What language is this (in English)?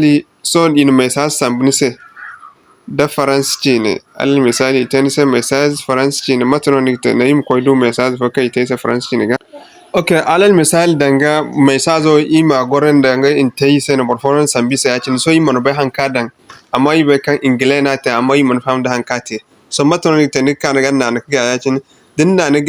Zarma